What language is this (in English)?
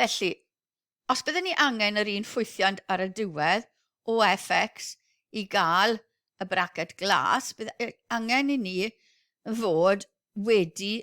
Welsh